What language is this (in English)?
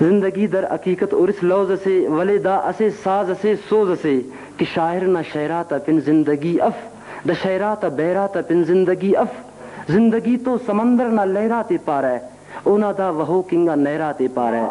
Brahui